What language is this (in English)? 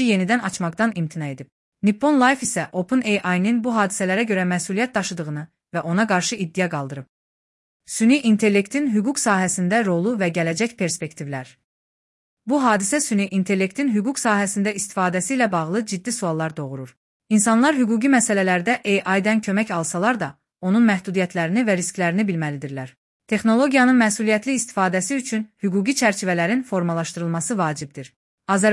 Azerbaijani